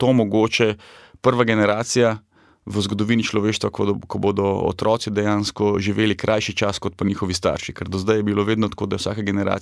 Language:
Slovenian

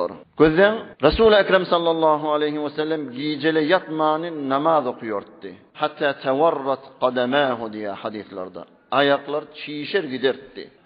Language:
Turkmen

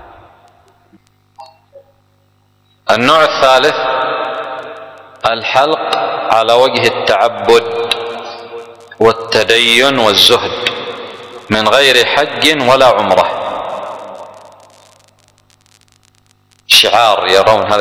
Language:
Arabic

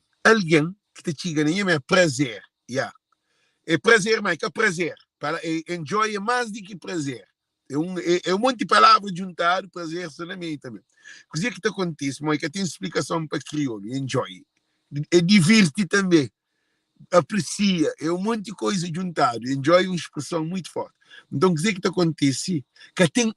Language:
Kabuverdianu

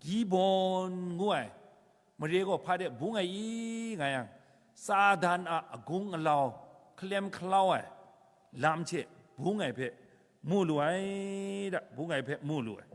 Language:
Kachin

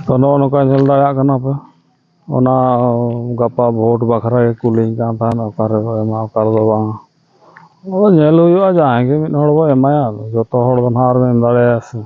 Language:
Santali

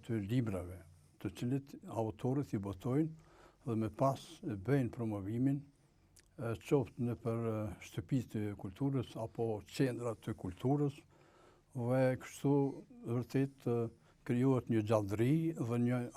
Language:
Albanian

